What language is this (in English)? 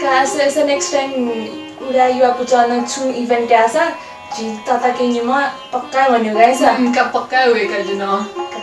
Newari